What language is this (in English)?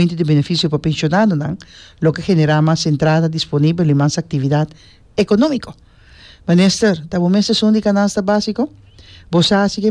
Papiamento